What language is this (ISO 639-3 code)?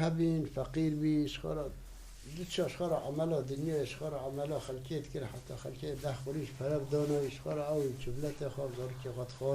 kur